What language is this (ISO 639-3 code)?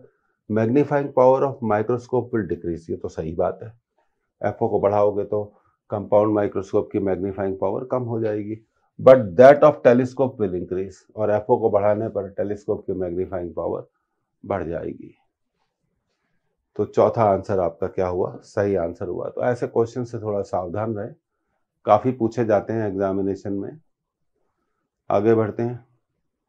hin